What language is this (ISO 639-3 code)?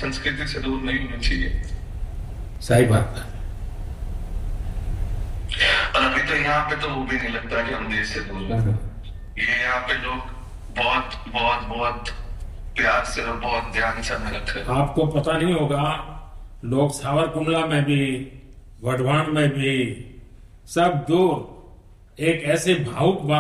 hin